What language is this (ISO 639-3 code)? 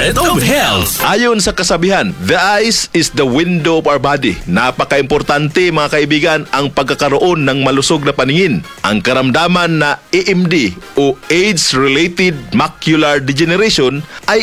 fil